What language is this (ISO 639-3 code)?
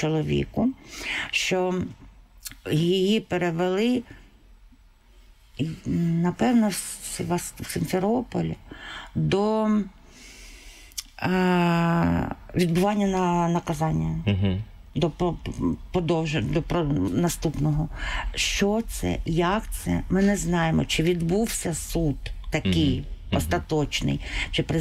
ukr